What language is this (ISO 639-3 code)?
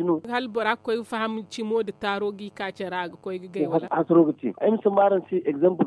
dje